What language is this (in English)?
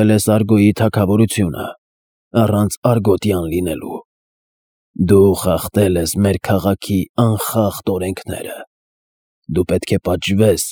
Armenian